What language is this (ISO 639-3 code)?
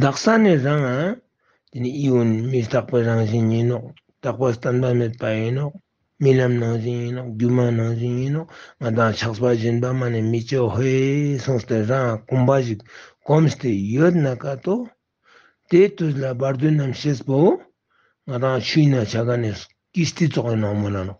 bod